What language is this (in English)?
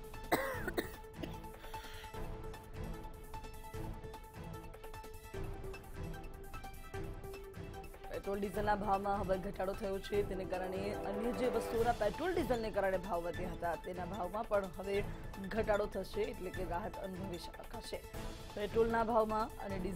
Gujarati